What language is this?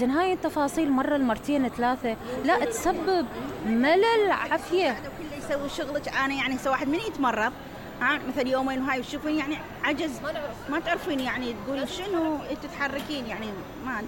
Mesopotamian Arabic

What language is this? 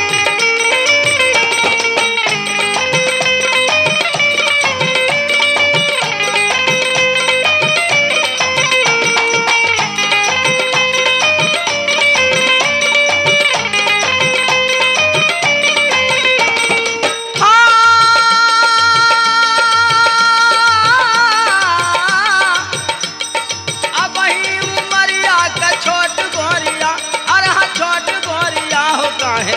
Bhojpuri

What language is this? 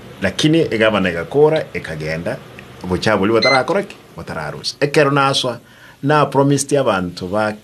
Gusii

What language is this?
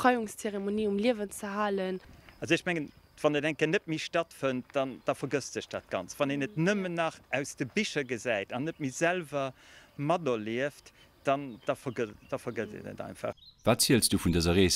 Luxembourgish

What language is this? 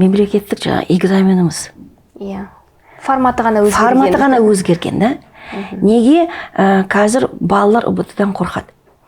Kazakh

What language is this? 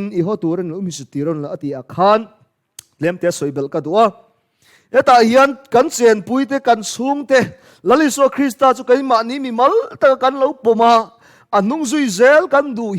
Mizo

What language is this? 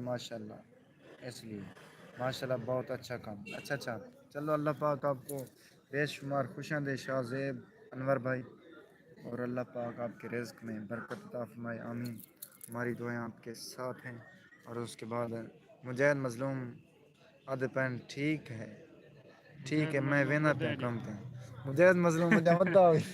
Saraiki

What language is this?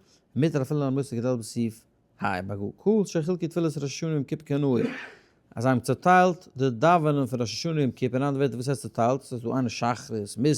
Yiddish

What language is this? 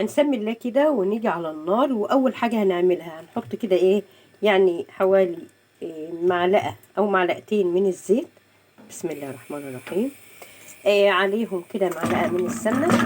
Egyptian Arabic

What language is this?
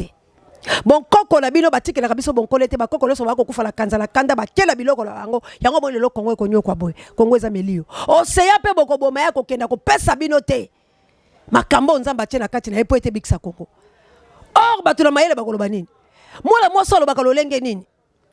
Lingala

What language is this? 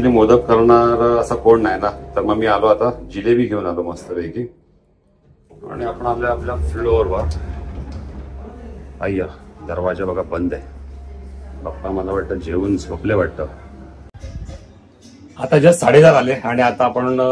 Marathi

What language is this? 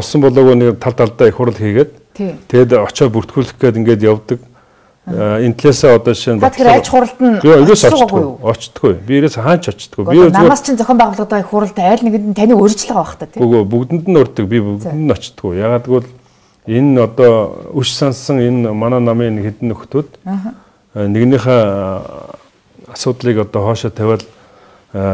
Mongolian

